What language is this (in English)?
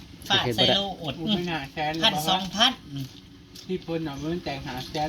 Northeastern Thai